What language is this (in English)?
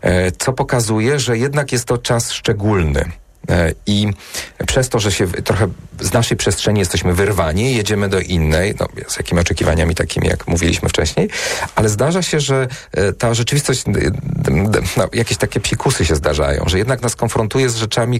Polish